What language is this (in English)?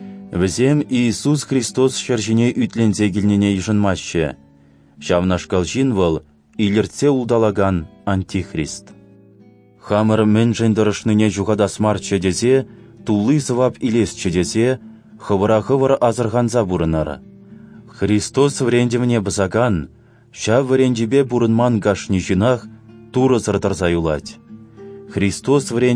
Chuvash